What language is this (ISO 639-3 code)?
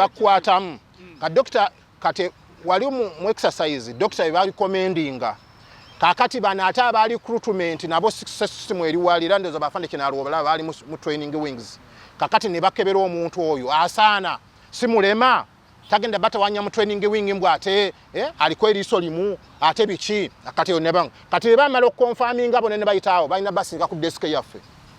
lug